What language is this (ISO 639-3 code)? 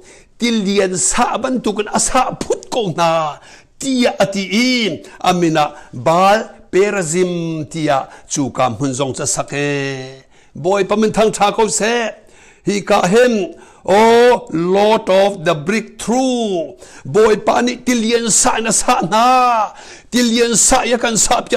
cnh